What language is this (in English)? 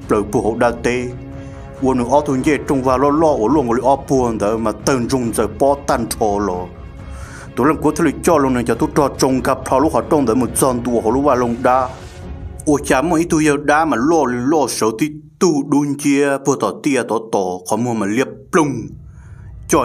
Vietnamese